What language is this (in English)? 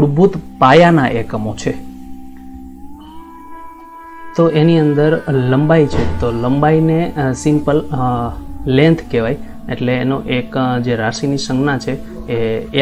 Gujarati